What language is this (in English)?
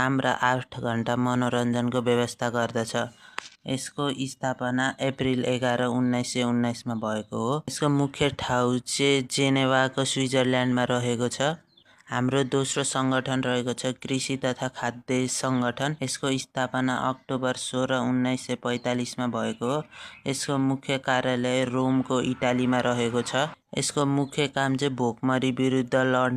Nepali